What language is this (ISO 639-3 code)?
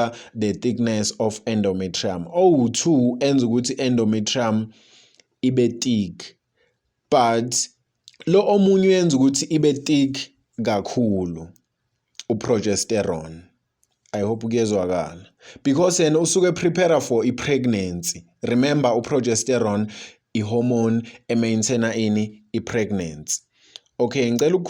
zul